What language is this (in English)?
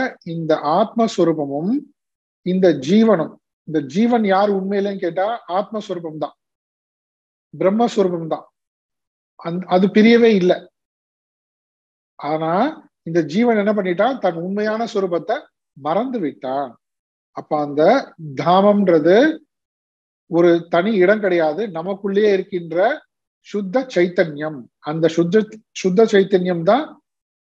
Tamil